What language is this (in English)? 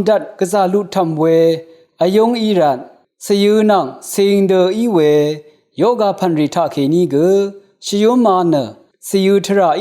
Rawang